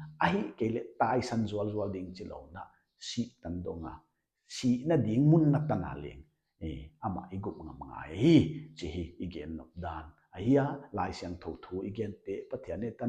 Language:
Paite Chin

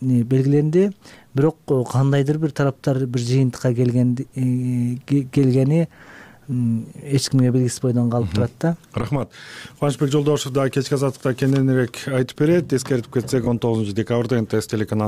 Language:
Kyrgyz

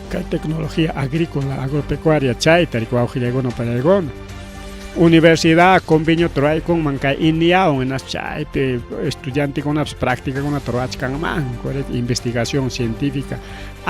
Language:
Ayacucho Quechua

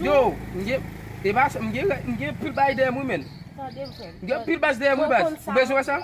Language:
Haitian Creole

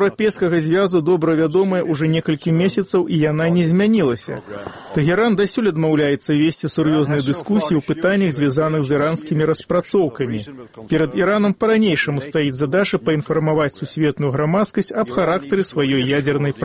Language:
Belarusian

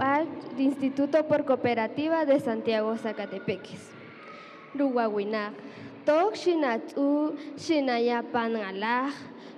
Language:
Kaqchikel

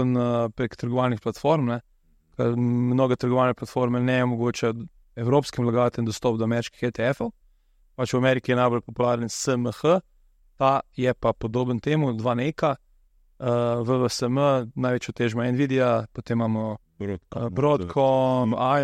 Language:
Slovenian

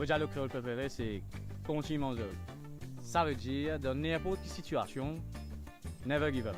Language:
Morisyen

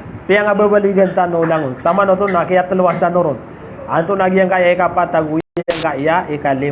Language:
Maranao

